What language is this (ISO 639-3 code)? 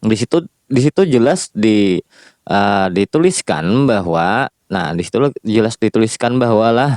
bjn